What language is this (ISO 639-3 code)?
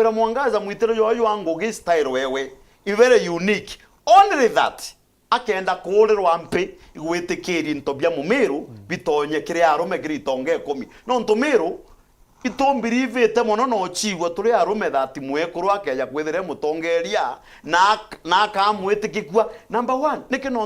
mer